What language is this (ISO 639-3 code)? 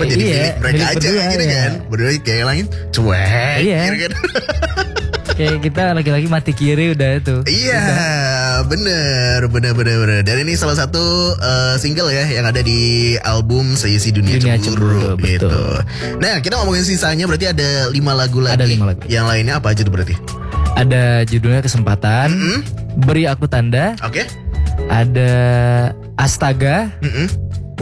ind